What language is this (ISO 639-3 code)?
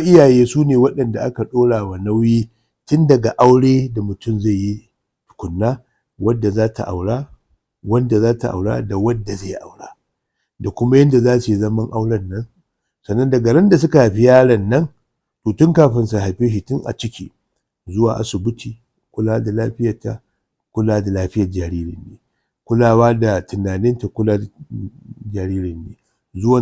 hau